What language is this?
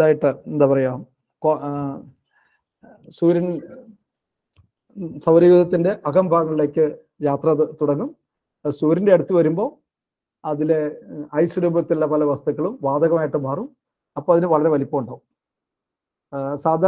Malayalam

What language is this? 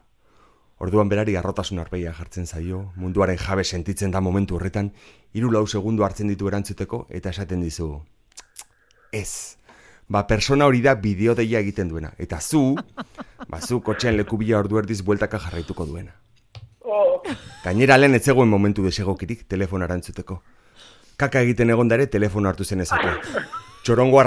Basque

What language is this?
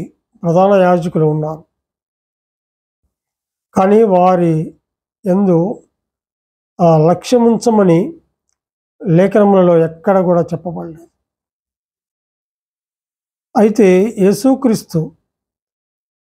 Telugu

